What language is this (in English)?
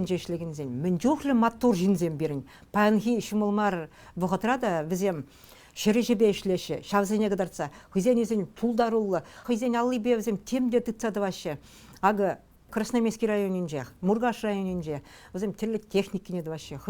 Chuvash